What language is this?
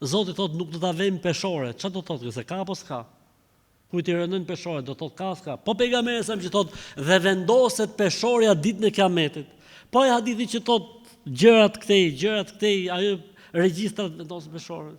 Albanian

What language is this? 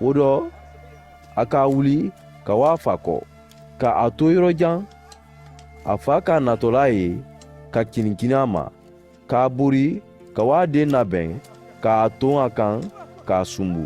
Mandingo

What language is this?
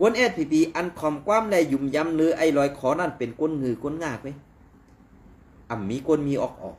Shan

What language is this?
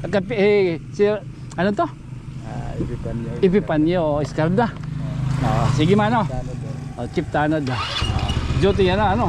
Waray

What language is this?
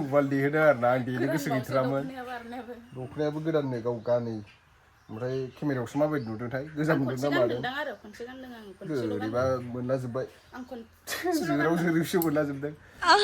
Bodo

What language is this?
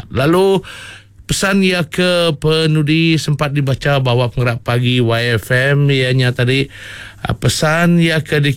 Iban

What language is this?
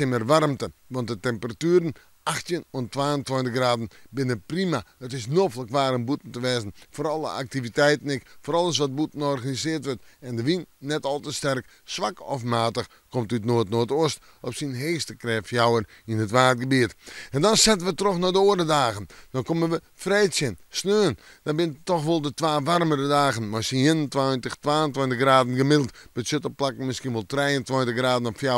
Western Frisian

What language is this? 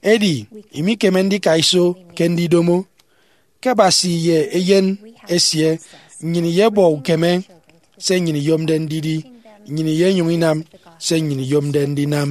Efik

